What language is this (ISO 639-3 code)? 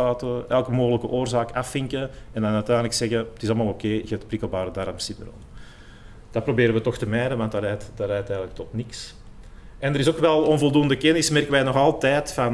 nld